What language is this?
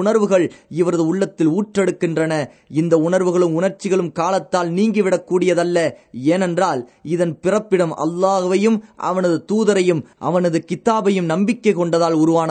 Tamil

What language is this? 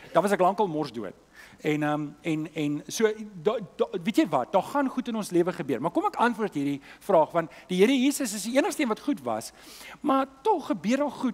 Afrikaans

